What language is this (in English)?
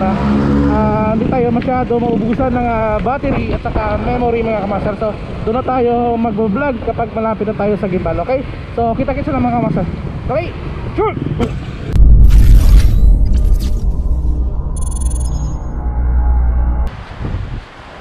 Filipino